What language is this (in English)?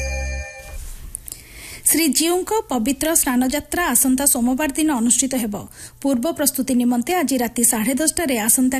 Odia